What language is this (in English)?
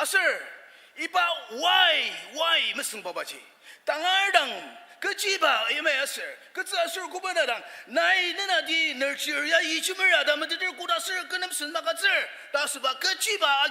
Ao Naga